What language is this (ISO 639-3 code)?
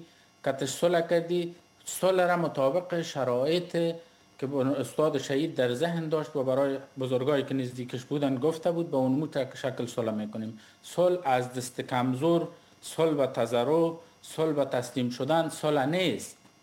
fas